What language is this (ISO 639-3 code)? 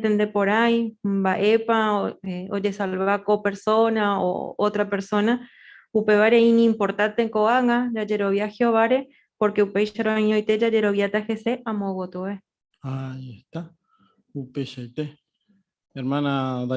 grn